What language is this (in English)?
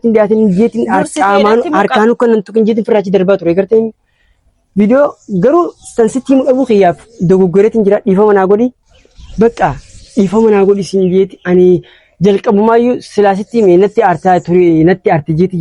Oromo